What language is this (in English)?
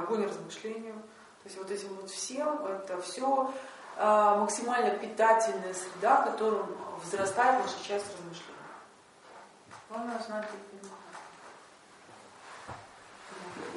Russian